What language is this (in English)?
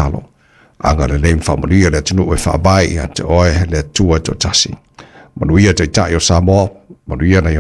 Samoan